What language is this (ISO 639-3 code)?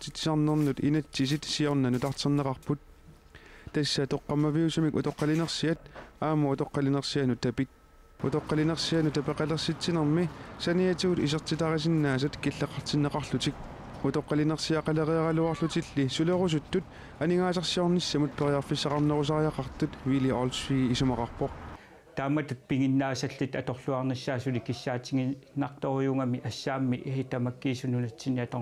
kal